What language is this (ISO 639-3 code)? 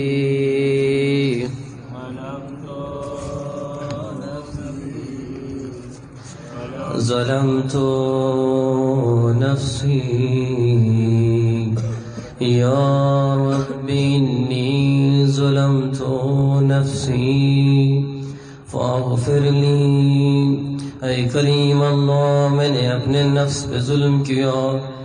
urd